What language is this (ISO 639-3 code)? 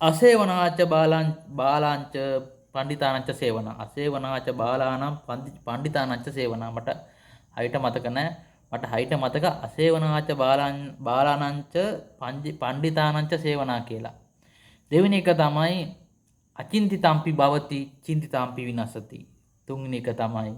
sin